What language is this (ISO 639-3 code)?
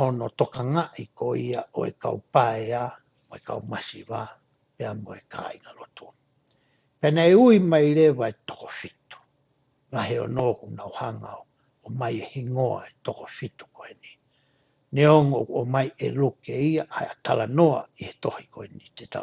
ton